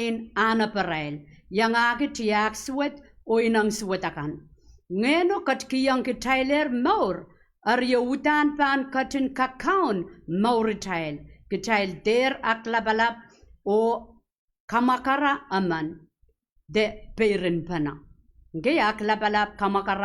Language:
Pohnpeian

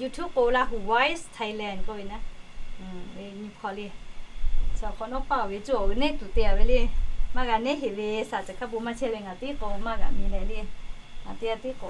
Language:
Lahu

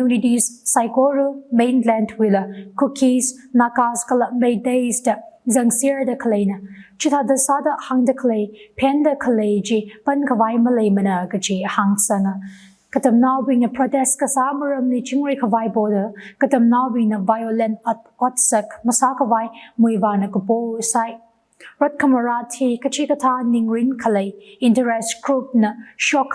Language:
Tangkhul Naga (India)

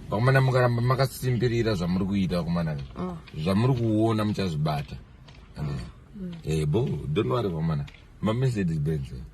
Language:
Shona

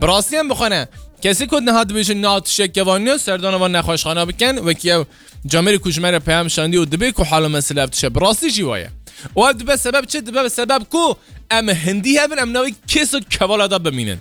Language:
Kurdish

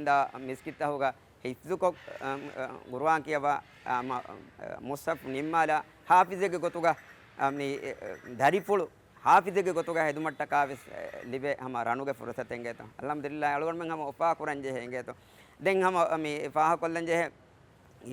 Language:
Divehi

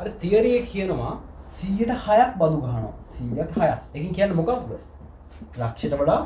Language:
Sinhala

